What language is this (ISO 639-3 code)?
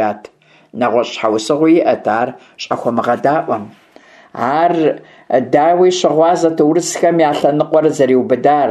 kbd